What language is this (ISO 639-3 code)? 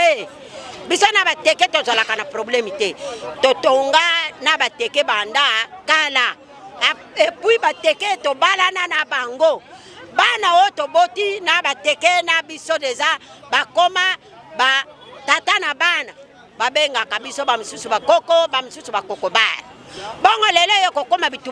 lin